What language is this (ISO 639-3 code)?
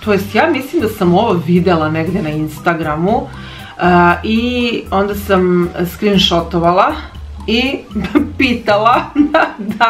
srp